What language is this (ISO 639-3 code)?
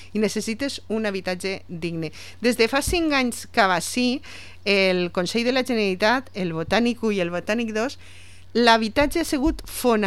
cat